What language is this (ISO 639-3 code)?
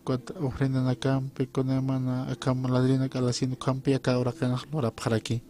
aym